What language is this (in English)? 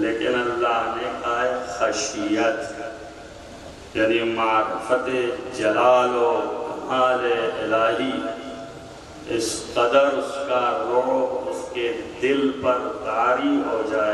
Urdu